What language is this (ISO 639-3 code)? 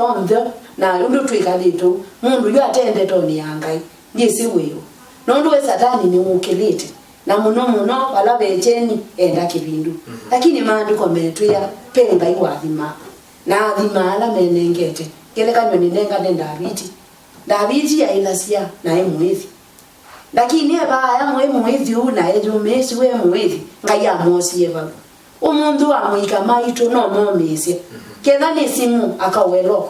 kam